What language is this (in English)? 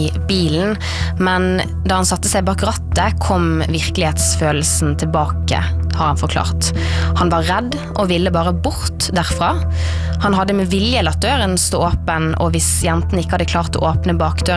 Norwegian